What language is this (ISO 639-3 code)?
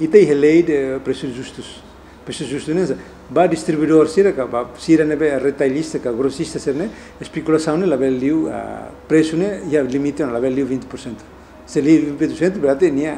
tet